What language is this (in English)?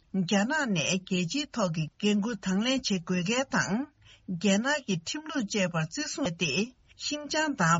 Tibetan